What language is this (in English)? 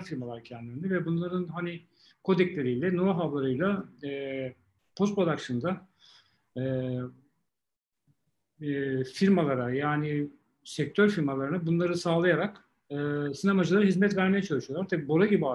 Turkish